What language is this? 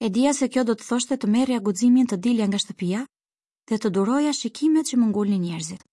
Albanian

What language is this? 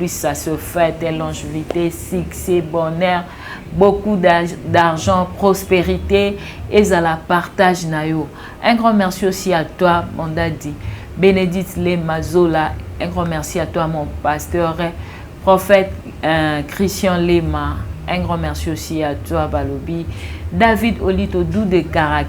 Lingala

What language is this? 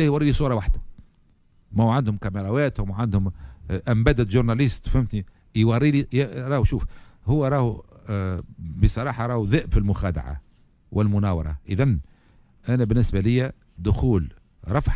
Tunisian Arabic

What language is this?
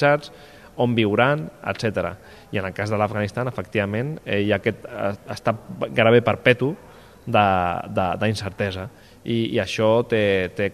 Catalan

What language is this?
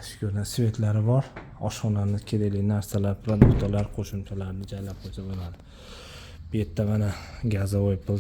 Uzbek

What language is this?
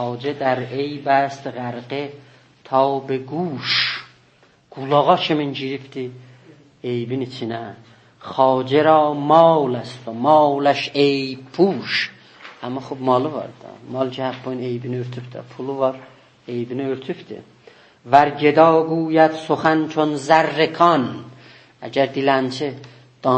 South Azerbaijani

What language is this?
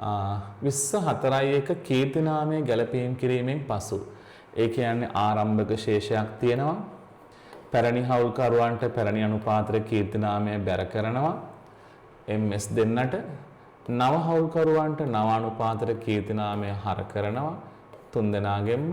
Sinhala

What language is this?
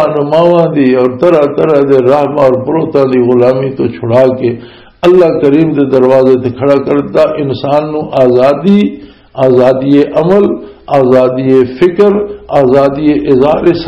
Western Panjabi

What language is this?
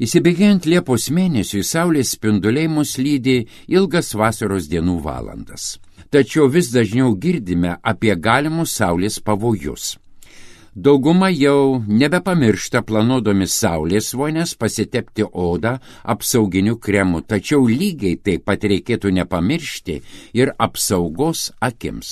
Lithuanian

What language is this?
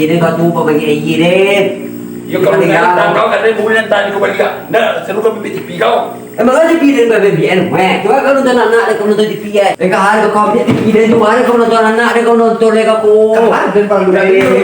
Minangkabau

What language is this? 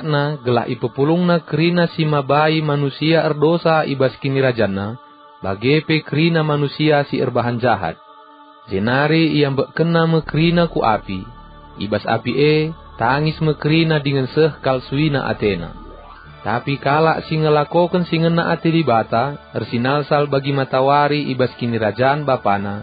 Batak Karo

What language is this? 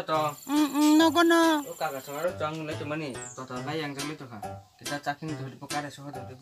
Kok Borok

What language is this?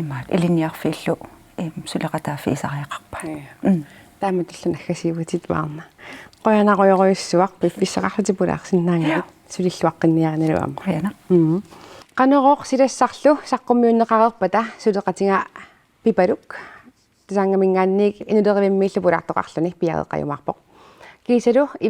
Kalaallisut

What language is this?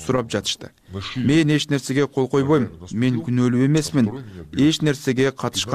Kyrgyz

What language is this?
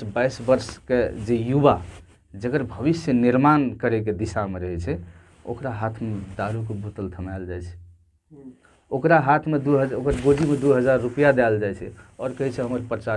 Maithili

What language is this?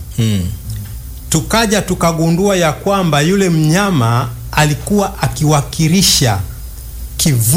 Swahili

